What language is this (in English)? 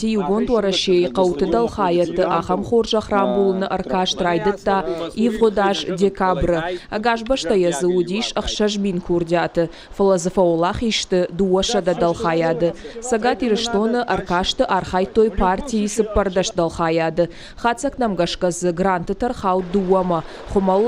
Ossetic